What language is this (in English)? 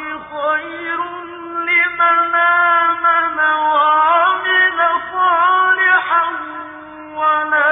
Arabic